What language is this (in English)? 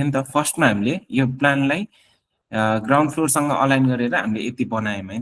Nepali